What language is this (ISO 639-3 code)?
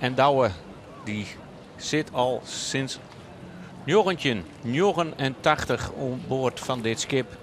fry